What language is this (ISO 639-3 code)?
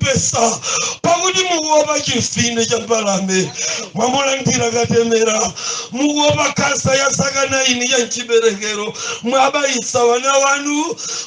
nya